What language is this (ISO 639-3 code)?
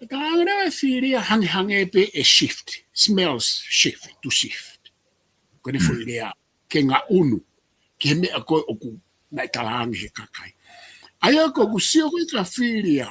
ton